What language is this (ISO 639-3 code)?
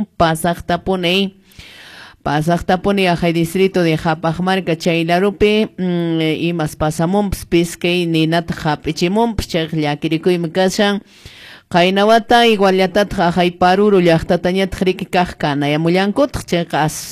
que